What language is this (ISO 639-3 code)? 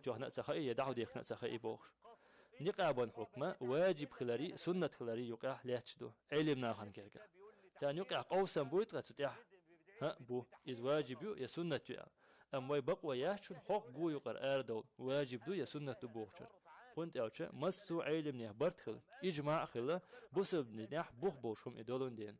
che